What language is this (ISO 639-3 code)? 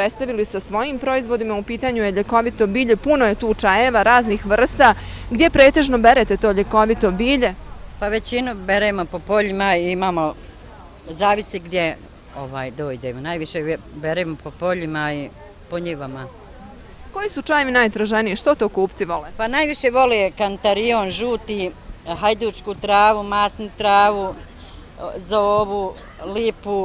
bos